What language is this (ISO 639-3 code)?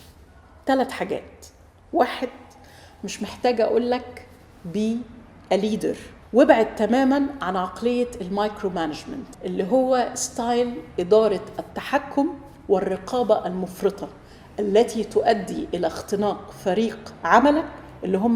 arz